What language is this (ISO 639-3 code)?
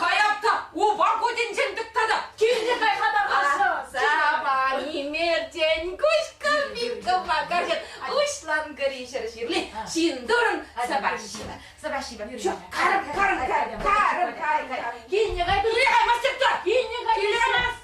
chv